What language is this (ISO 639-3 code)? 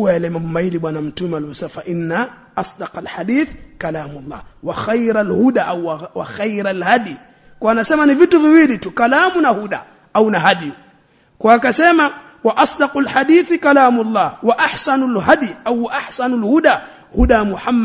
swa